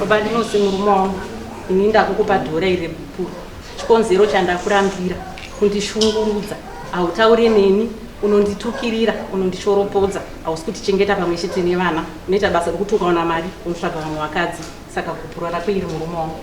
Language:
Shona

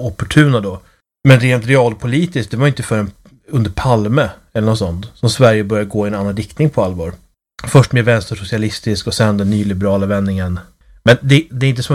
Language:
Swedish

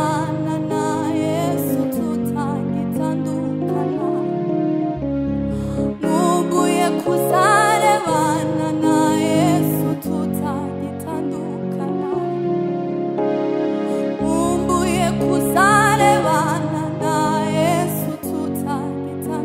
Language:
Kinyarwanda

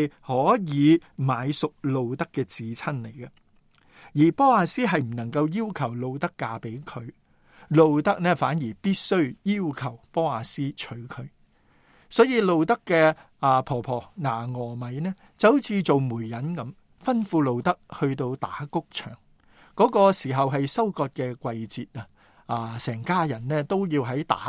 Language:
Cantonese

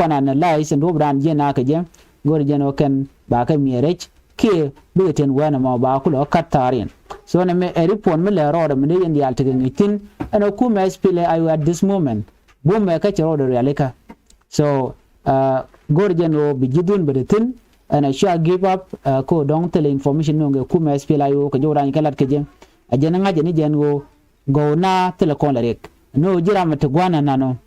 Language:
Nuer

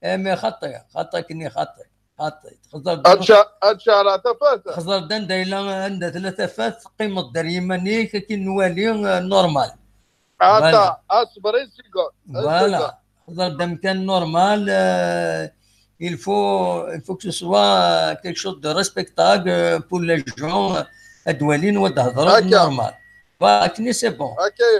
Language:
Kabyle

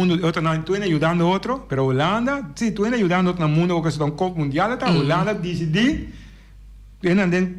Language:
Papiamento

